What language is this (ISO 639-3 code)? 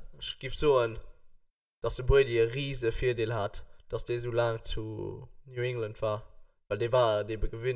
ltz